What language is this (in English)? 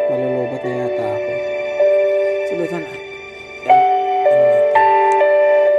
Filipino